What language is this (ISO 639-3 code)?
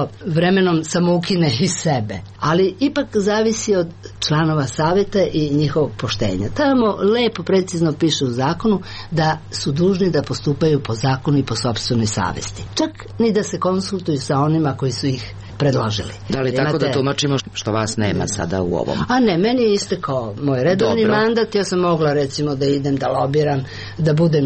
srp